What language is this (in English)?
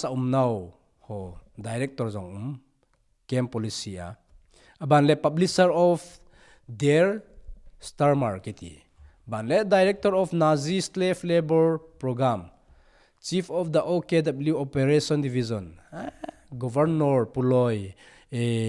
Thado Chin